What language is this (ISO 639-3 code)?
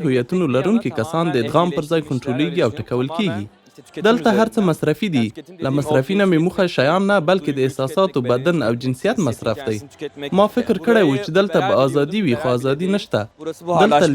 pus